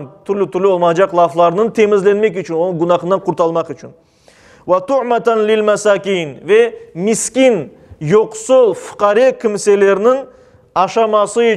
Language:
Crimean Tatar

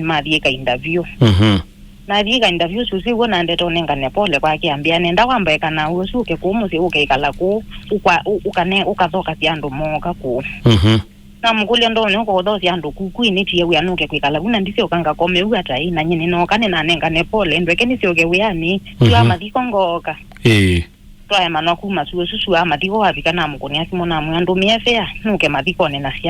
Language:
Kamba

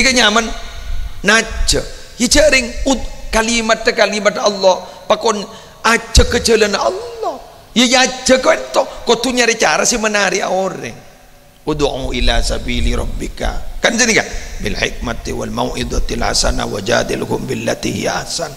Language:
Madurese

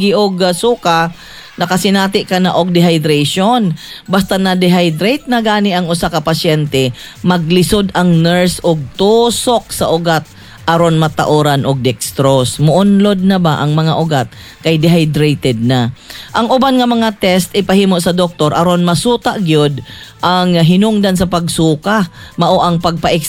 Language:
Cebuano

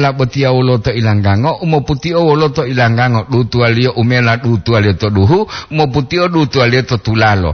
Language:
Gorontalo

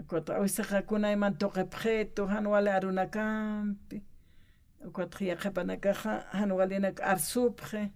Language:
Aymara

